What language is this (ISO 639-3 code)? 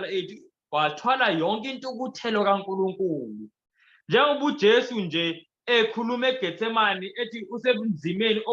zul